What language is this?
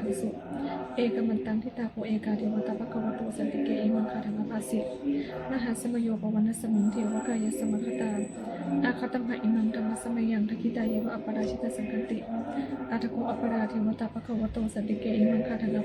Pali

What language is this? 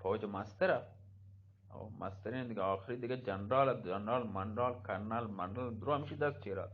Eastern Balochi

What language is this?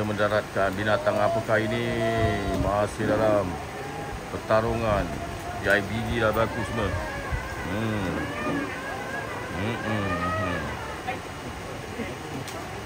Malay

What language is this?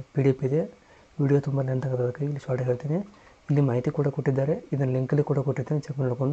Kannada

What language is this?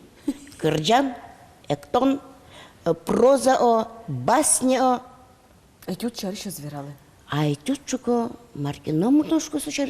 Udmurt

